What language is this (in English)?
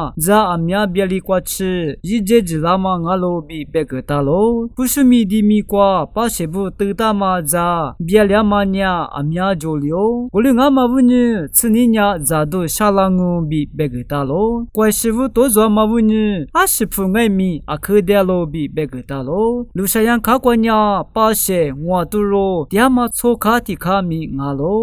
Lisu